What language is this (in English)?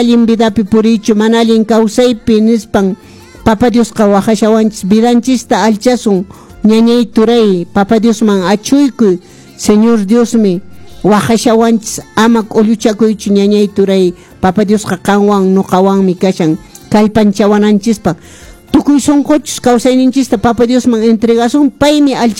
Quechua